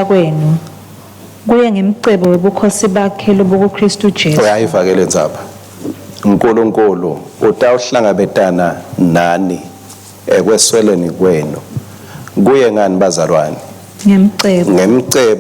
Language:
Swati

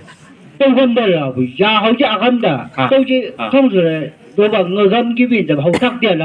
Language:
Chang Naga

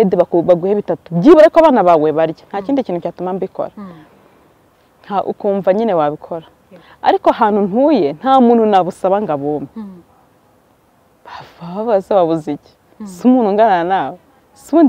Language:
Kinyarwanda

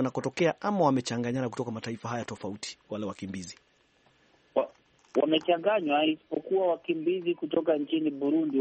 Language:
Swahili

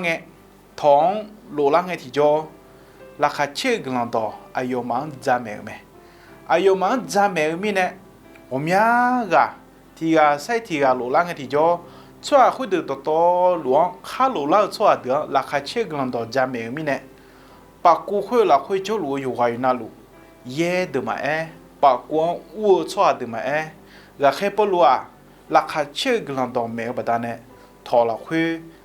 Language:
Akha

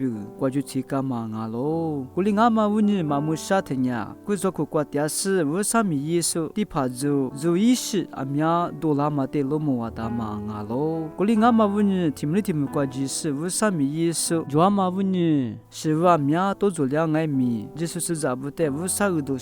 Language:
Lisu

